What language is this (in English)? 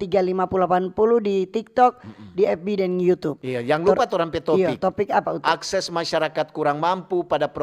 Manado Malay